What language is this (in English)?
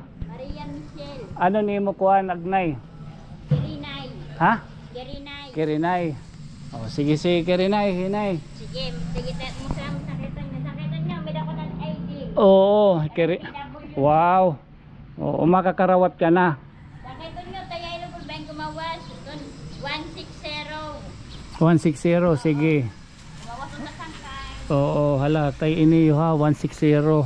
Waray